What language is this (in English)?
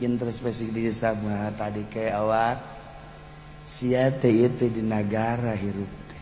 Sundanese